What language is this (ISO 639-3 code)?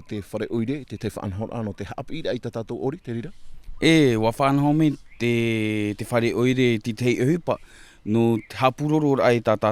tah